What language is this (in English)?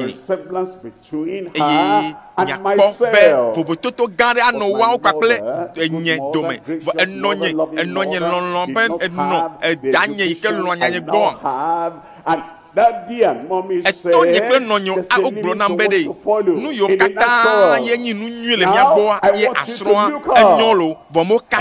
Ewe